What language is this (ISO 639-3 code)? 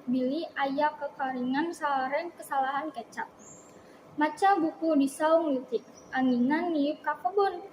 sun